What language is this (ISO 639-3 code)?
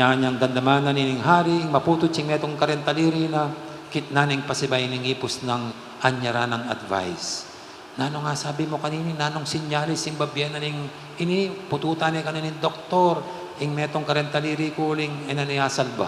pam